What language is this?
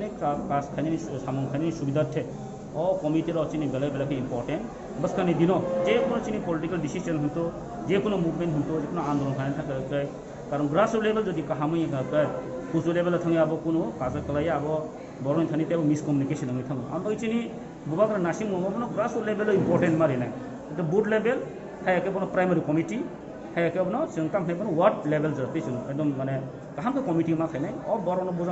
Kok Borok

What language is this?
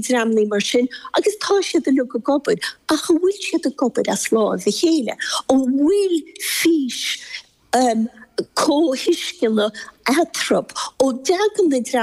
Irish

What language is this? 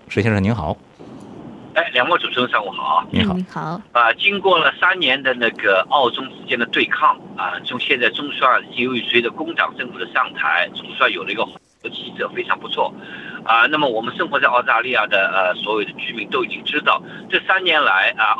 Chinese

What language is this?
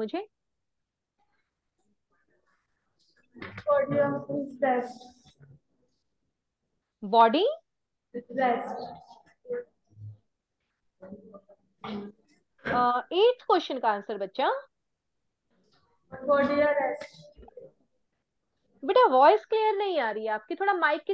Hindi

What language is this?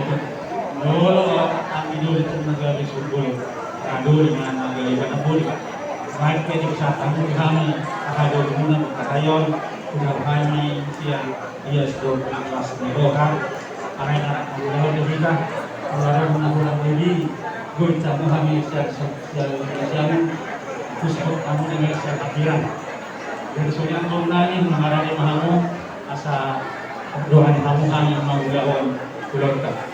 Batak Toba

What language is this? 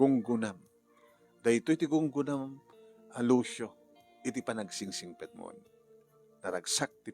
Iloko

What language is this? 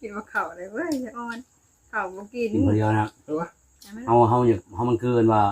Northeastern Thai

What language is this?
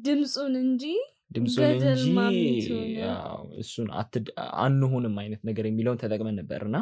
Amharic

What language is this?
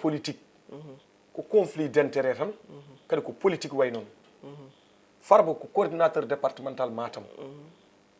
Fula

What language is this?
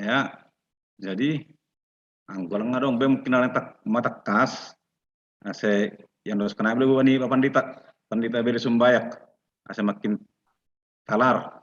Batak Simalungun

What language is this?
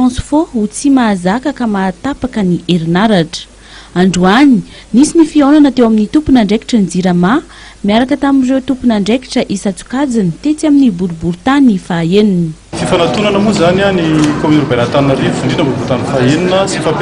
Malagasy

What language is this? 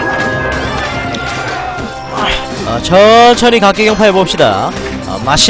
Korean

